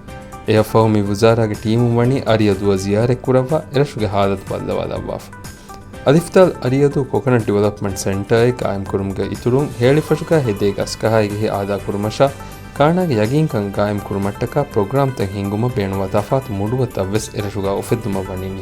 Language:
Divehi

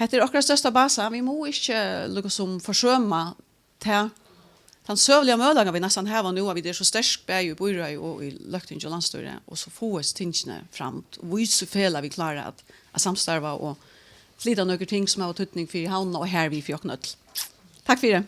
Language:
Faroese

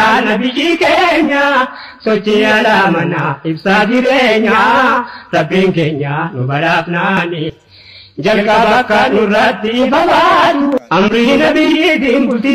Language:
Oromo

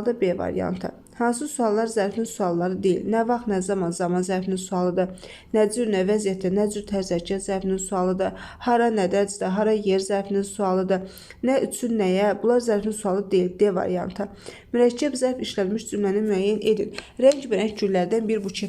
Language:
Azerbaijani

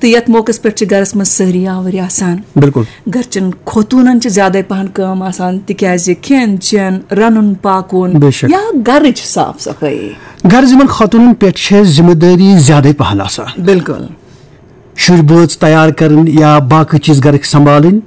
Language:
Kashmiri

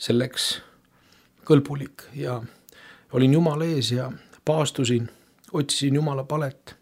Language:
Estonian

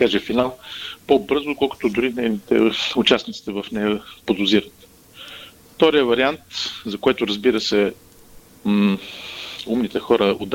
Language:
Bulgarian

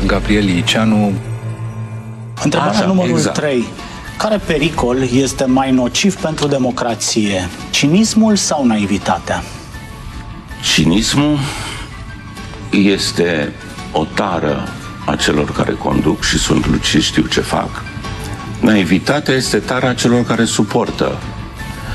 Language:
Romanian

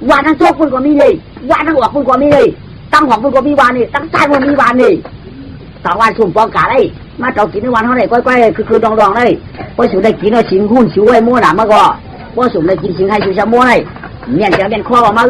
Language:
Shan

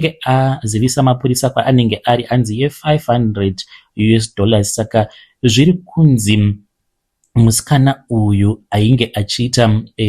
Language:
Shona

